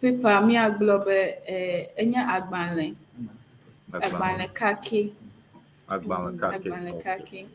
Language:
Ewe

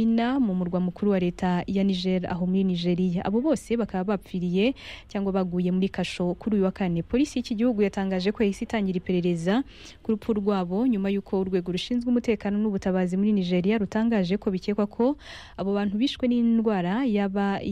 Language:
Kinyarwanda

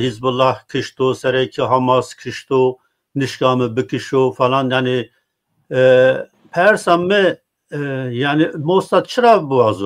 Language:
Zaza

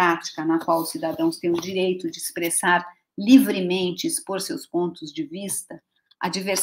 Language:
Portuguese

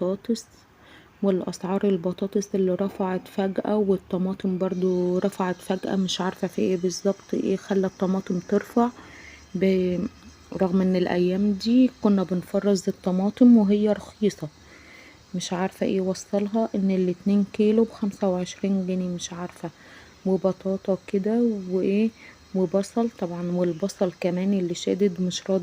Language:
Egyptian Arabic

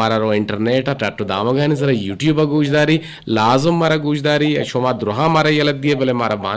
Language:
Eastern Balochi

